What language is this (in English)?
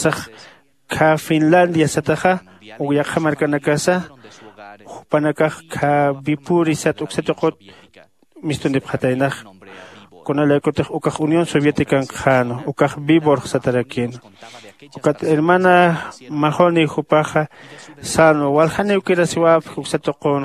Aymara